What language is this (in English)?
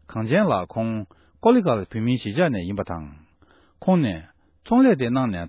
Tibetan